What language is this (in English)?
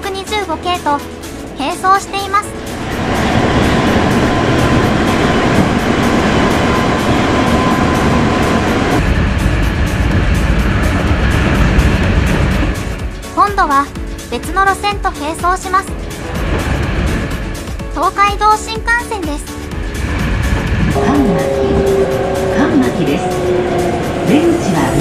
Japanese